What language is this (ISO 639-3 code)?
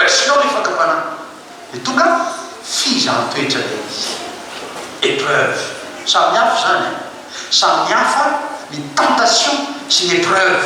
mlg